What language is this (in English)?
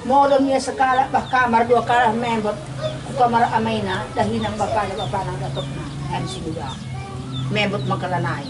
Batak Karo